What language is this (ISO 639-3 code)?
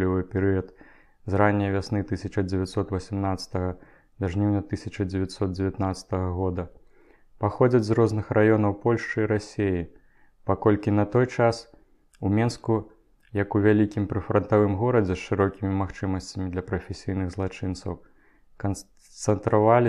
bel